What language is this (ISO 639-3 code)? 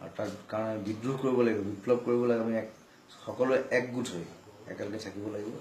asm